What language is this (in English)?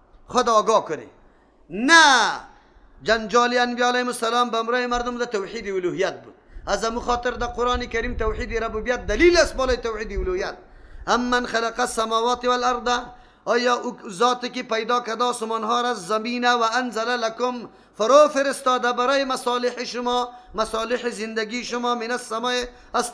Persian